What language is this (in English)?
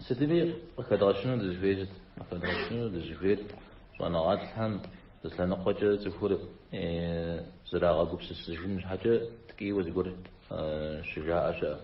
Kabardian